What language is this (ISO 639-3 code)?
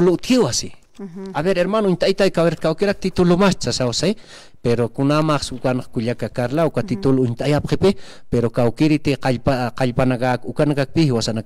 aym